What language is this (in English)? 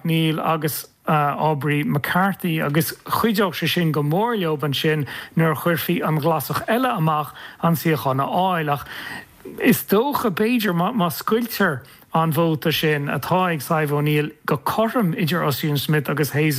Irish